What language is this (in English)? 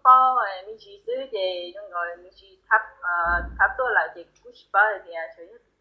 Hmong